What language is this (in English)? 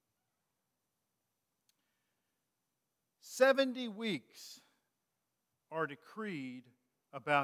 English